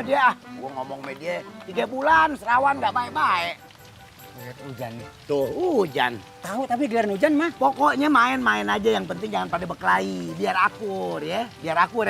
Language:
Betawi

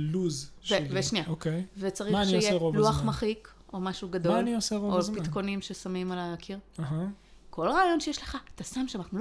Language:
Hebrew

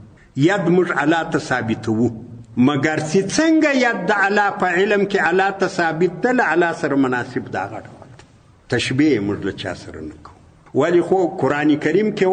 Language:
Pashto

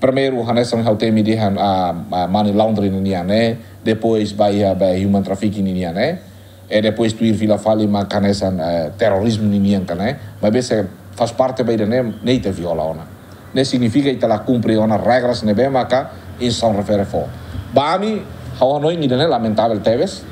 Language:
Tetum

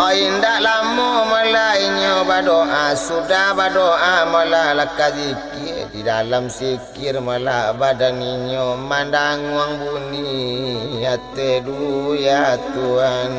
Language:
Minangkabau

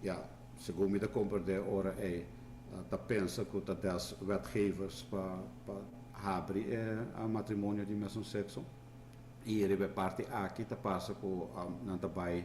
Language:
Papiamento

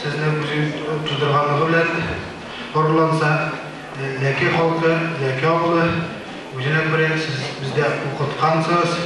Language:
Tatar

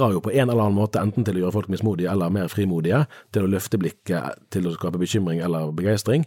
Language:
Norwegian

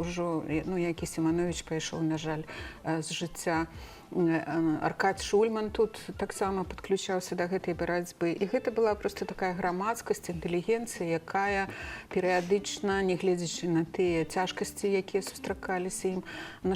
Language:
Belarusian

